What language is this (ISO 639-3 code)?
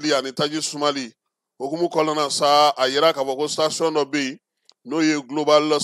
bam